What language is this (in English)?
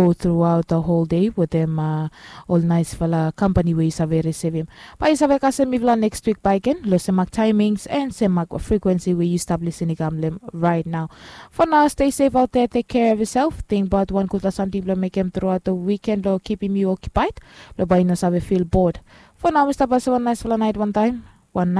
Bislama